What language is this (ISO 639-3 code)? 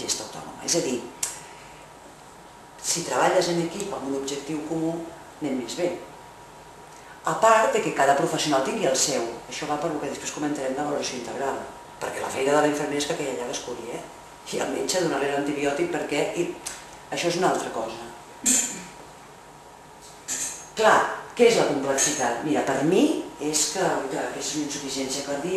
cat